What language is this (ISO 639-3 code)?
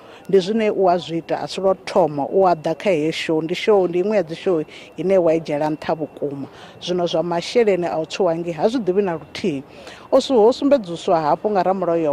ven